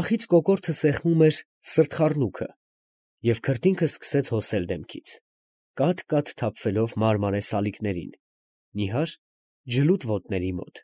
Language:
Armenian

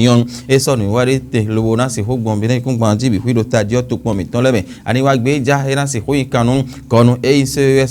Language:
Fon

